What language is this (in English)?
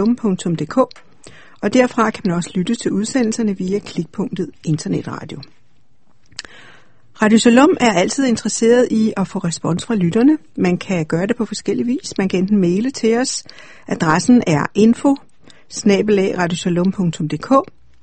Danish